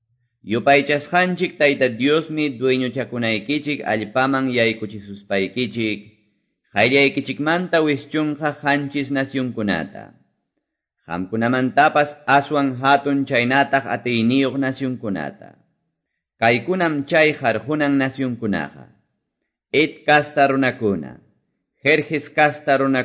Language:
Ayacucho Quechua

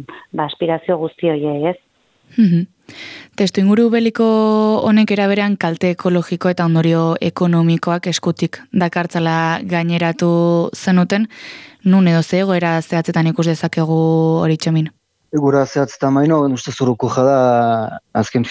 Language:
Basque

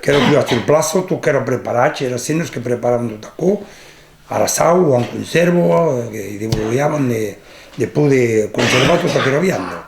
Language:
Occitan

